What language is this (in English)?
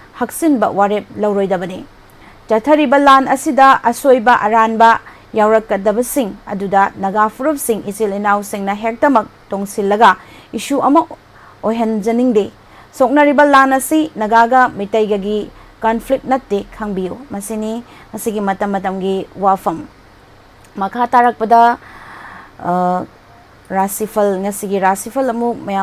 Manipuri